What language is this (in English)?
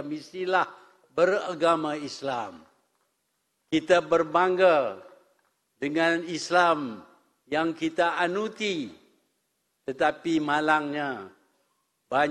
Malay